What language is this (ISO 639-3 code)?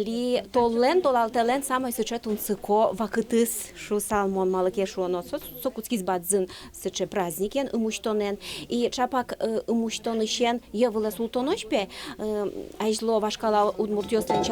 udm